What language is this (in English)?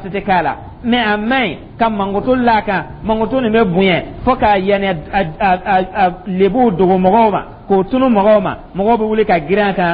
Dyula